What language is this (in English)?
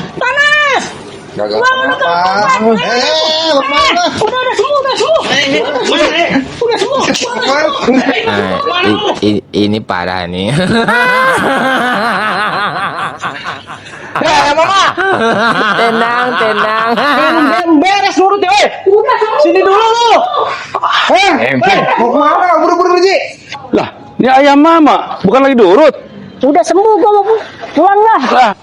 Betawi